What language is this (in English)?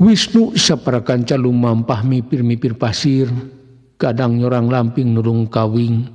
Sundanese